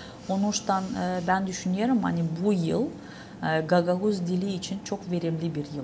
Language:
Gagauz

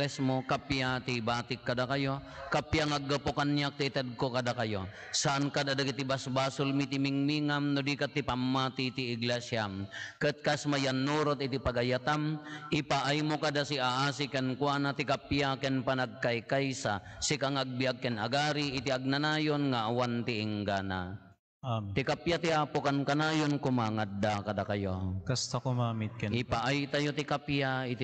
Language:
Iloko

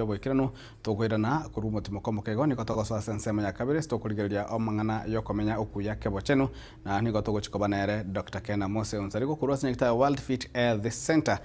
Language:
Gusii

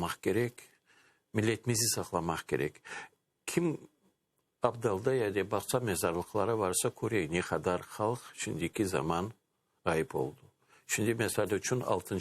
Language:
Crimean Tatar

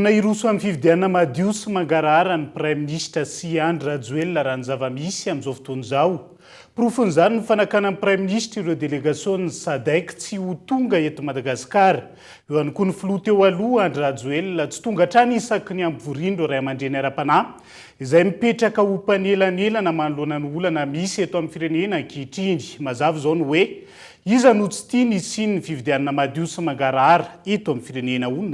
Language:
Malagasy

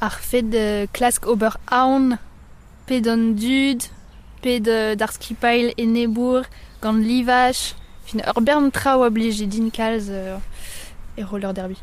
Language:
Breton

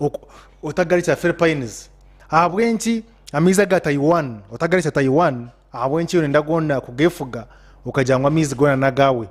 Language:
Nyankole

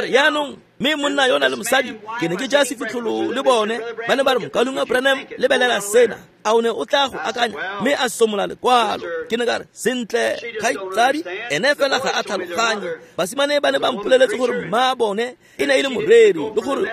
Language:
Tswana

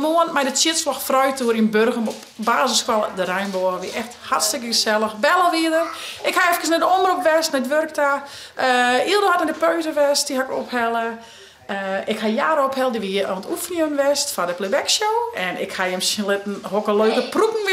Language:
Western Frisian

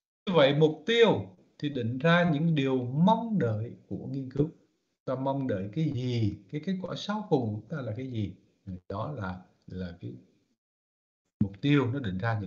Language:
Vietnamese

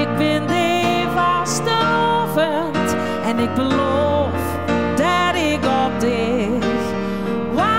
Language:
Limburgish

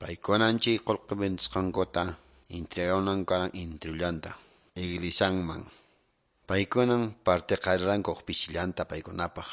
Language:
Quechua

